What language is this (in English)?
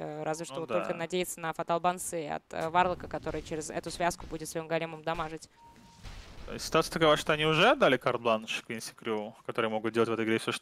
Russian